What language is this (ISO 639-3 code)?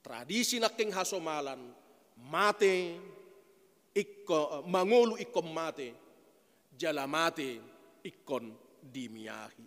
bbc